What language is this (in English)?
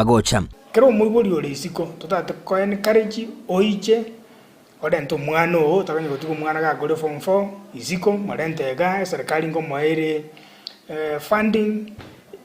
Gusii